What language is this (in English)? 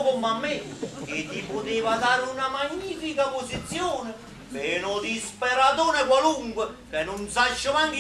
Neapolitan